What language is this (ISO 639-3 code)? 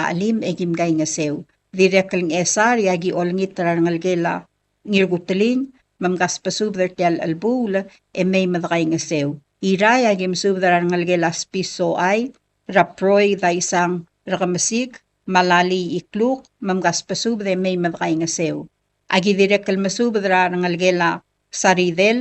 pau